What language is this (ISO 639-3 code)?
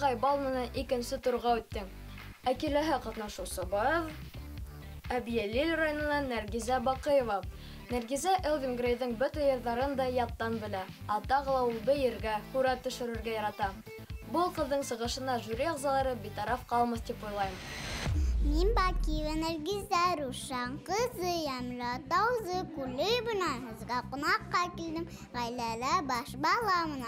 bak